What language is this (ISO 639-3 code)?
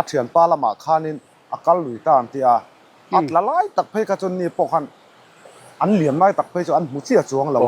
lus